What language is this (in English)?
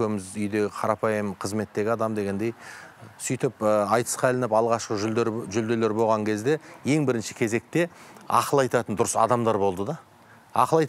Kazakh